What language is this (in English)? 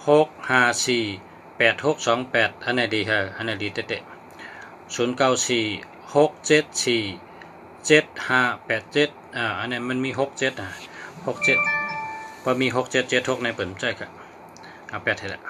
Shan